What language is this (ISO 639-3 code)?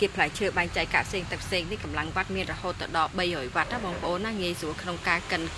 khm